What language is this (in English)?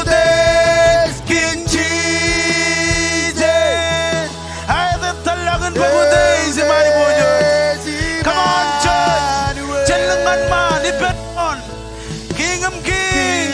Marshallese